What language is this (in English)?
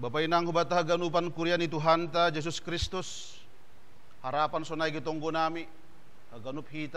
Batak Simalungun